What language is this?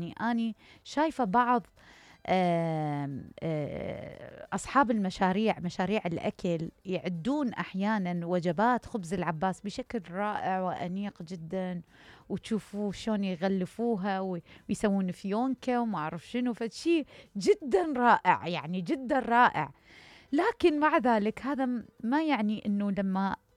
Mesopotamian Arabic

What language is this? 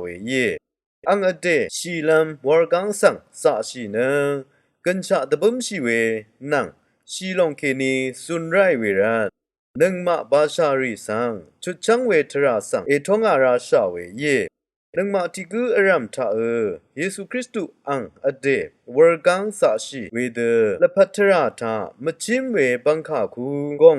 Rawang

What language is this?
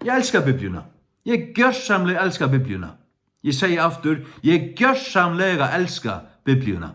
Faroese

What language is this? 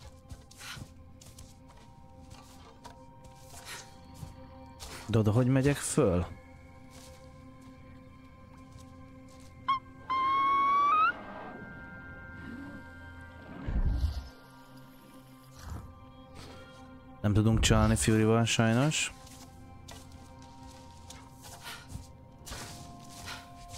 Hungarian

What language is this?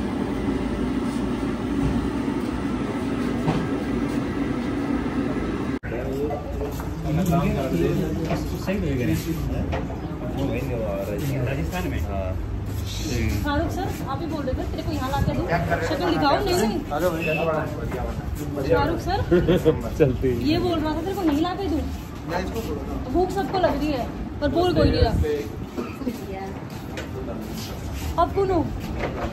Hindi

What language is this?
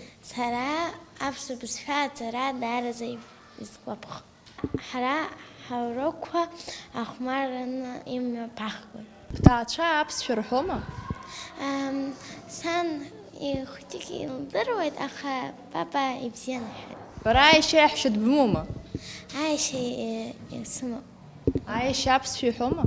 Abkhazian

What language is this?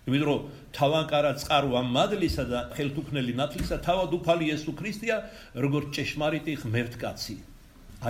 Georgian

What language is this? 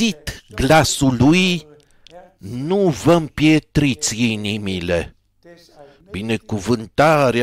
Romanian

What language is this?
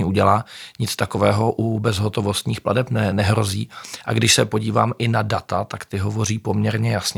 Czech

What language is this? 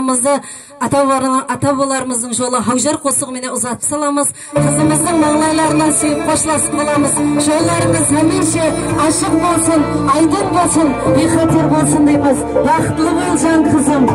Kara-Kalpak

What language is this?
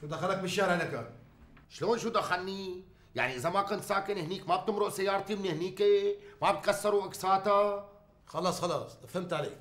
North Levantine Arabic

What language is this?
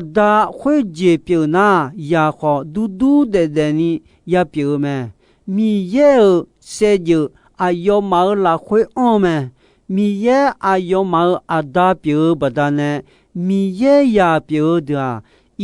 Akha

